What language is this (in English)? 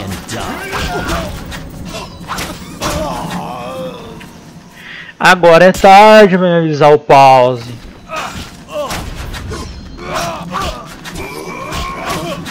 Portuguese